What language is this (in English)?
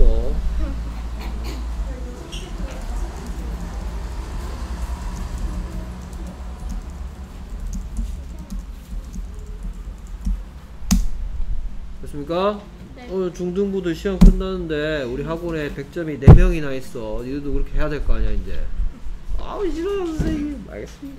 Korean